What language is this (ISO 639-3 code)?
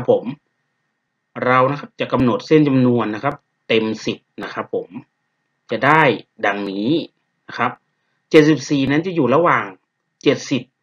tha